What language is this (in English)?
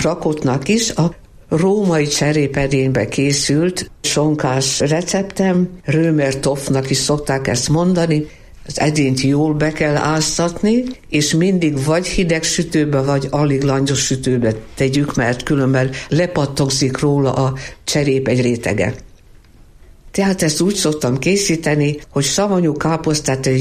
Hungarian